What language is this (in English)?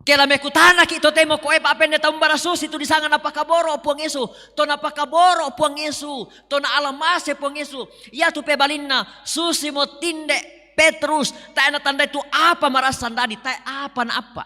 Toraja-Sa'dan